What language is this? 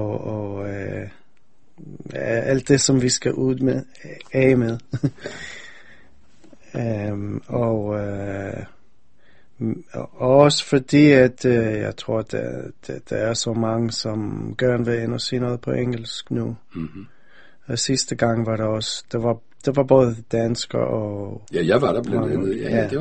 Danish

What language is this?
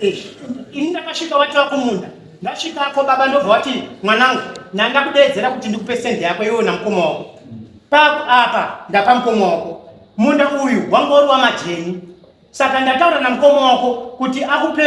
Shona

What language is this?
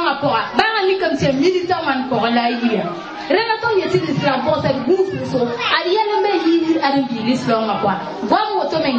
Mossi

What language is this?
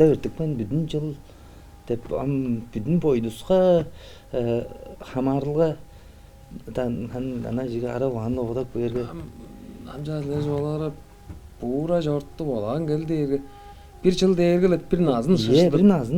Tuvinian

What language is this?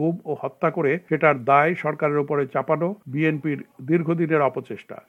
Bangla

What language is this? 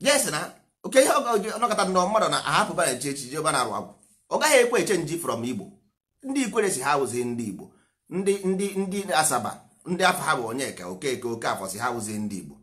Igbo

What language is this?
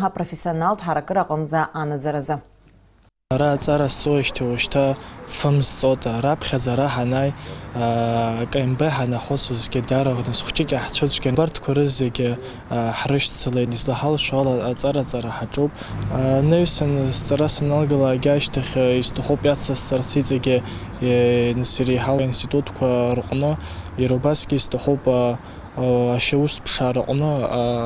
Abkhazian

